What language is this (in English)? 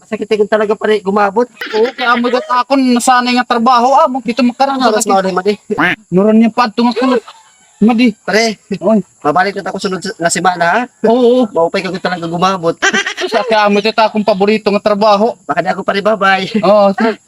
Waray